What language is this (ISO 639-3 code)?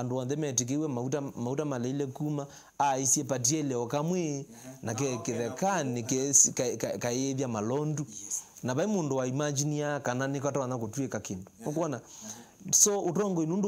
kam